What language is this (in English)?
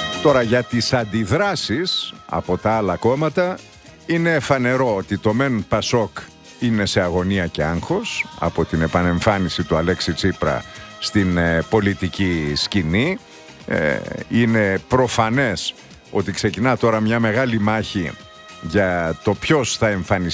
Greek